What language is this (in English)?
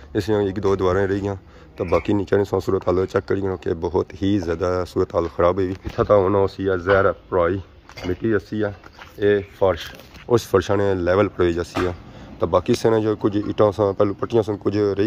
Pahari-Potwari